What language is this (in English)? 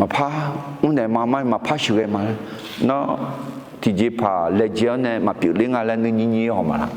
Akha